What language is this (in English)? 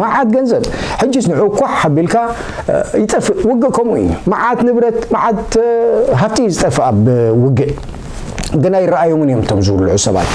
Tigrinya